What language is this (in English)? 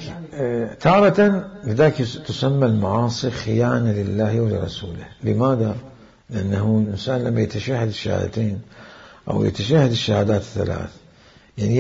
Mesopotamian Arabic